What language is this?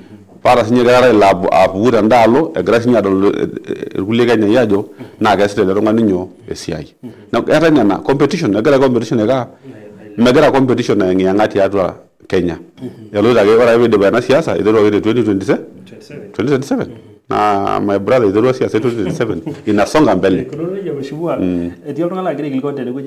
Masai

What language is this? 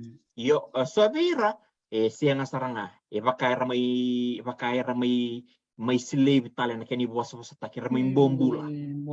Fijian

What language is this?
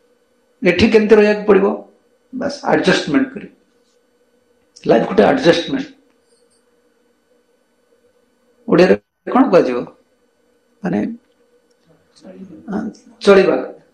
Odia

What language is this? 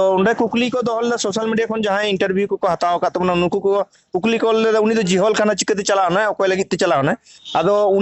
Santali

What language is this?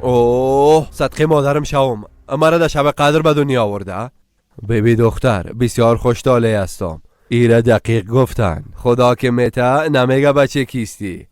Persian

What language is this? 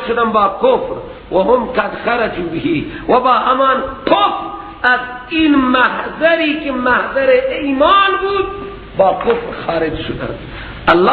Persian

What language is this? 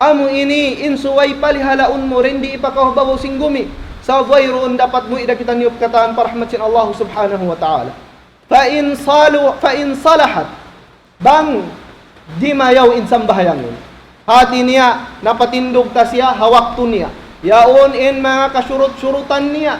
Tausug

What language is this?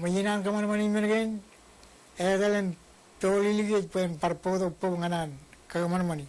Marshallese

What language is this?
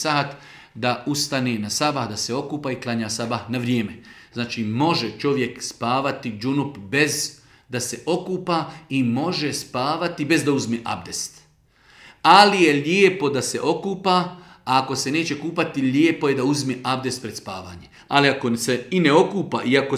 Bosnian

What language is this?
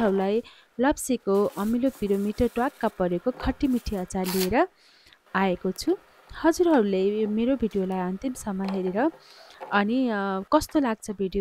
Nepali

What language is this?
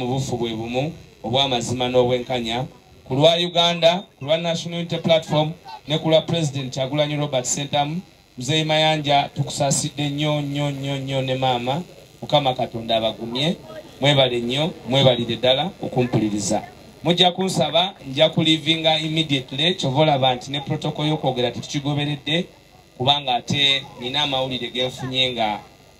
Ganda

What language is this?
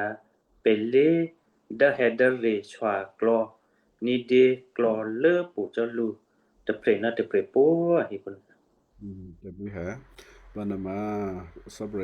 Western Kayah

